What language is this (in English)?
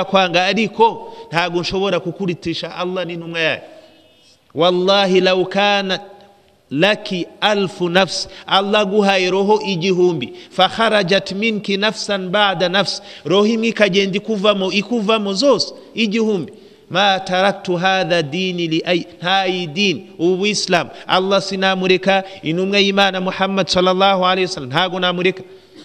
Kinyarwanda